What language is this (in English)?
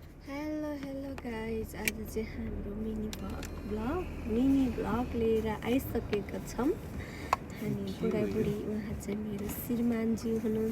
Nepali